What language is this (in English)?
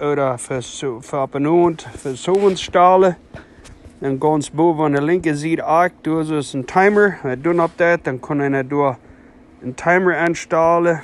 Plautdietsch